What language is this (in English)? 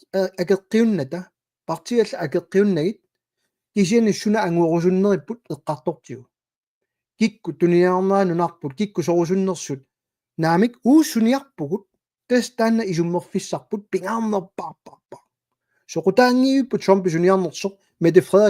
Kalaallisut